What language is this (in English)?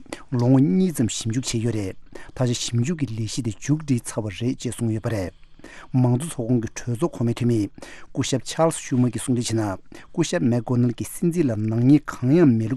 Tibetan